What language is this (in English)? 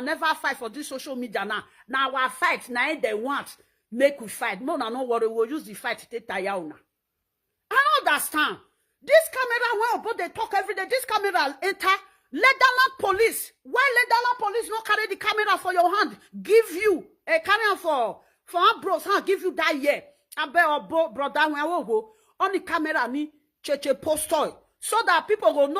Nigerian Pidgin